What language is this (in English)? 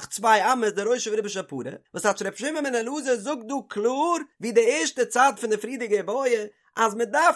Yiddish